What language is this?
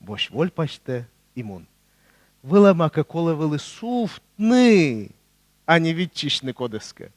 Komi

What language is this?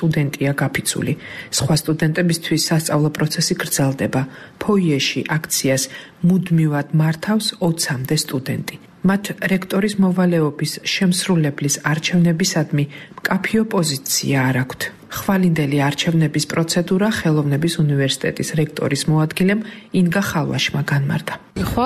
Georgian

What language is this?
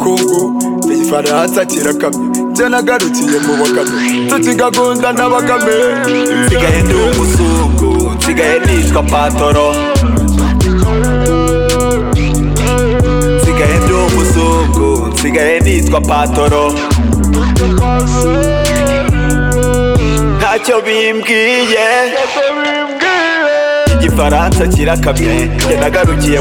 Kinyarwanda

